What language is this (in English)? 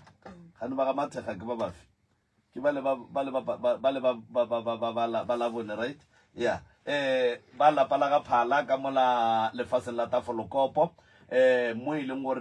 Northern Sotho